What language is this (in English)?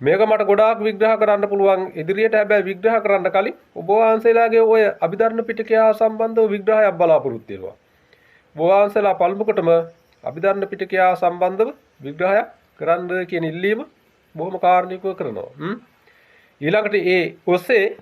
Sinhala